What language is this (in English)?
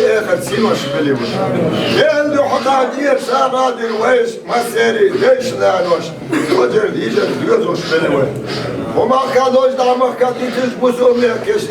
Chechen